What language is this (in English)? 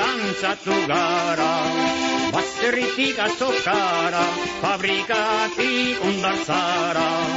Basque